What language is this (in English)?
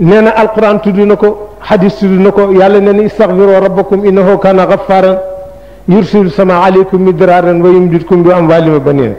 Wolof